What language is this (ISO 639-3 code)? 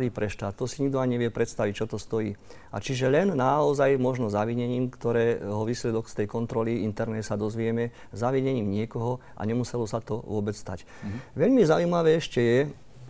slk